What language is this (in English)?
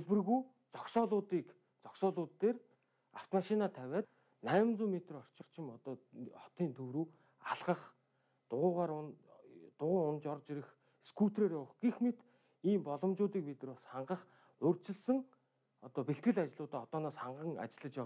Mongolian